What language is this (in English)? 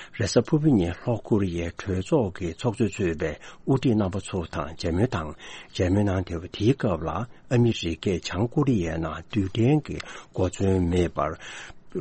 Tibetan